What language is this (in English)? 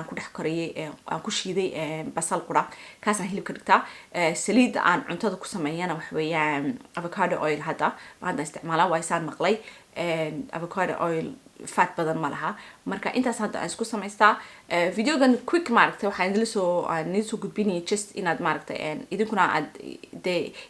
Somali